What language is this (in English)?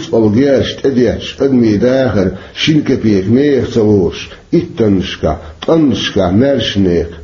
Chechen